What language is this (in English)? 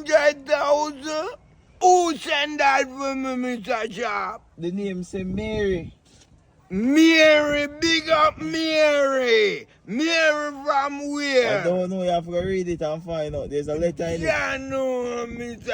Jamaican Creole English